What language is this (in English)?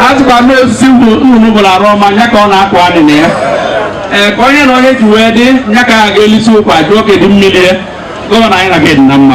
Igbo